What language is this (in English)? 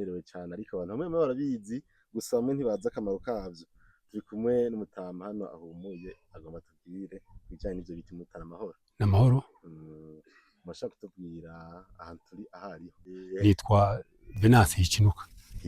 Rundi